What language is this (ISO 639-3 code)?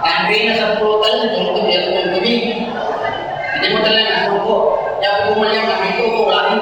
bug